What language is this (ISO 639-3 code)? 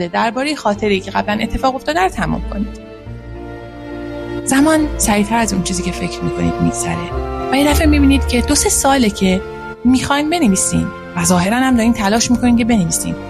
fas